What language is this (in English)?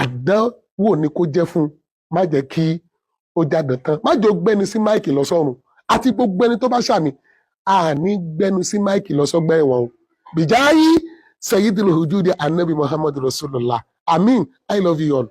Yoruba